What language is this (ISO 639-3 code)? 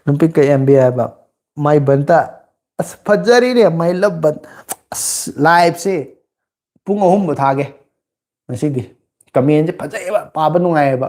mni